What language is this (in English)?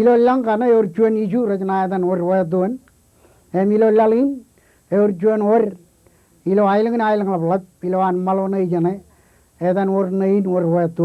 Marshallese